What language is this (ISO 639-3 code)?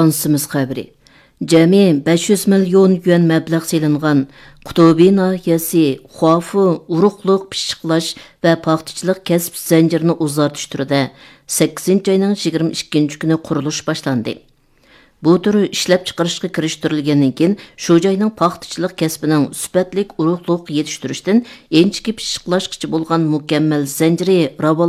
uig